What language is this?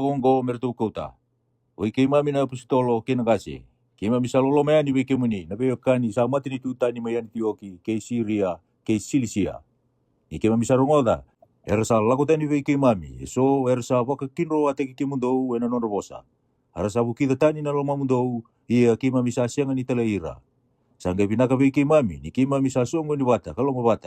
Fijian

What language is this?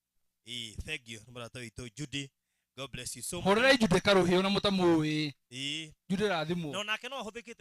Kikuyu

